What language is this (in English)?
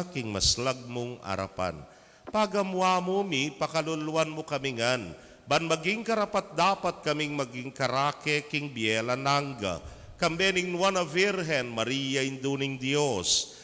Pampanga